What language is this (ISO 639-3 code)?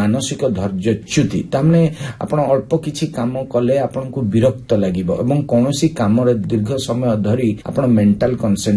ori